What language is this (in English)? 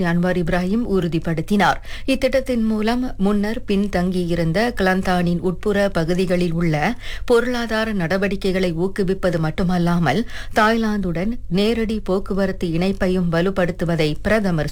Tamil